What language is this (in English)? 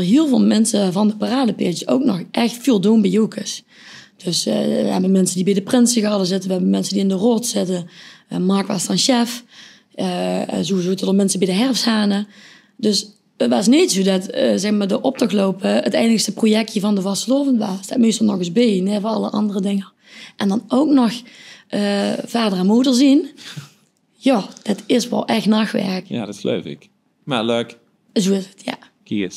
Limburgish